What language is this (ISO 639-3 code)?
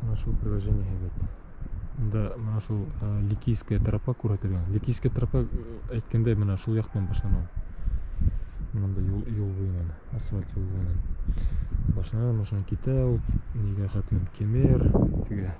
bak